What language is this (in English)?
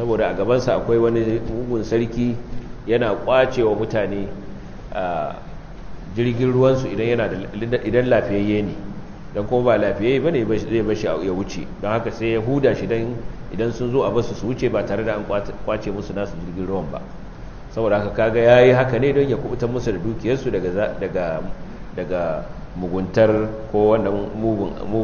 Hausa